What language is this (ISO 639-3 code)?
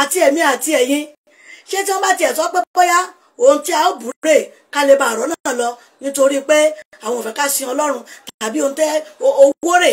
yor